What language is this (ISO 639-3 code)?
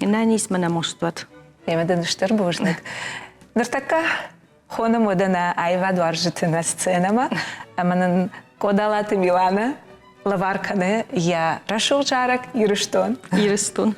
oss